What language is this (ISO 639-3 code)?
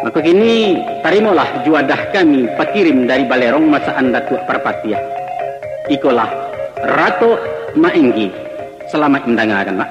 min